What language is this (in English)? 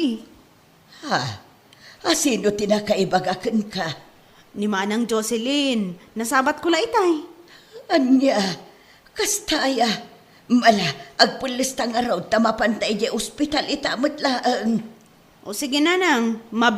Iloko